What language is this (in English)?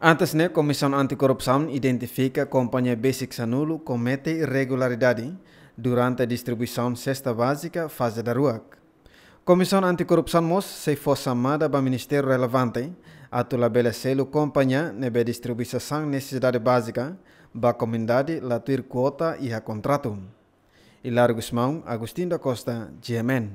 Tetum